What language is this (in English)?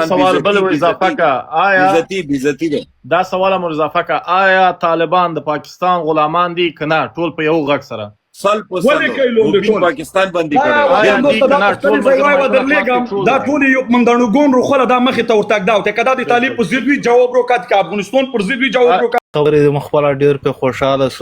Pashto